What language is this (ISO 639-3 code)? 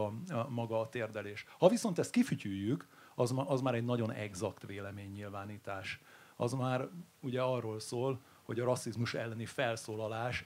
hun